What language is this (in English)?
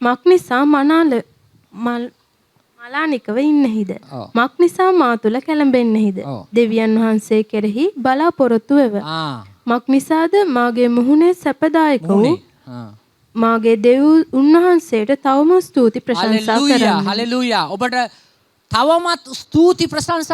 Sinhala